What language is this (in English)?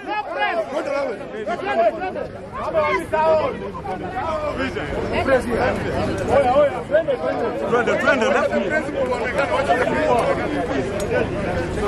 Swahili